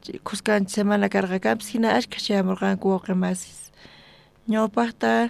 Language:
South Bolivian Quechua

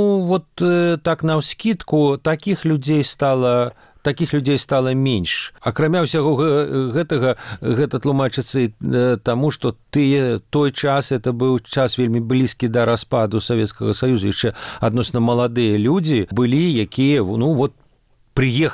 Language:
Belarusian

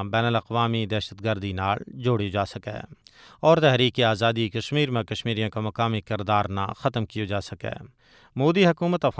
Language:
Gujari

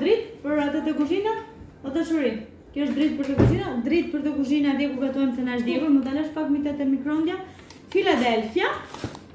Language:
Albanian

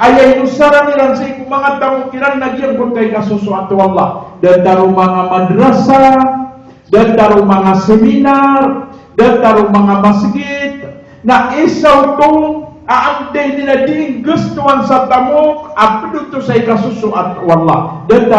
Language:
Maranao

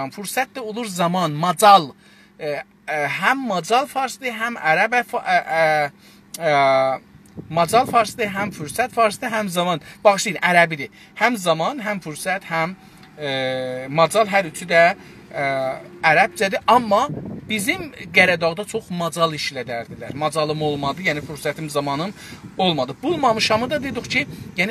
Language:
South Azerbaijani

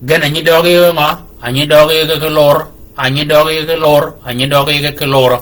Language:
Shilluk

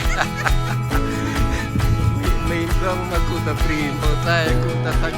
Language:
Central Mnong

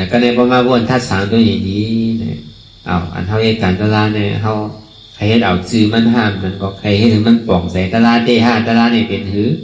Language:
Shan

